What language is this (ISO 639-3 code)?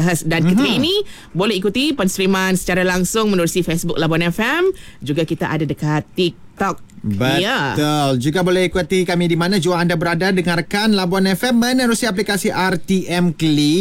msa